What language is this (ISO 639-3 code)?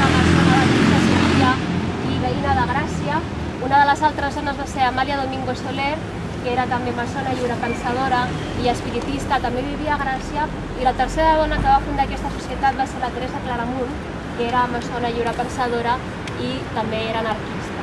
cat